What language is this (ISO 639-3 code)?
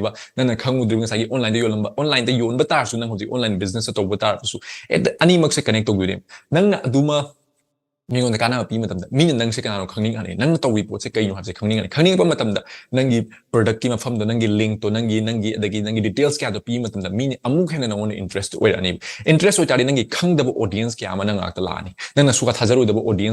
mni